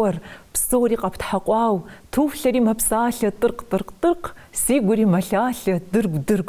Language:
Kabardian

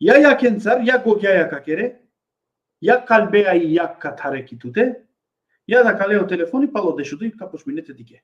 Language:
Balkan Romani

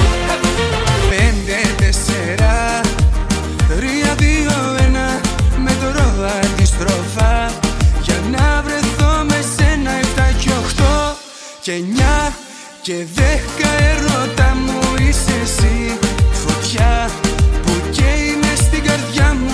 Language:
Greek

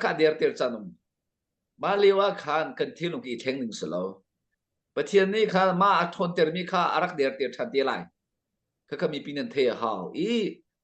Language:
Hakha Chin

